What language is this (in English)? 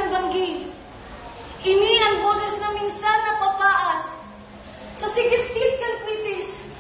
Bikol